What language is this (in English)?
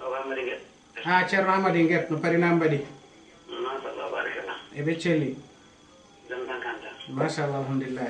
Fula